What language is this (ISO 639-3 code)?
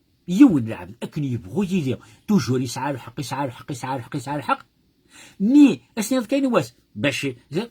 kab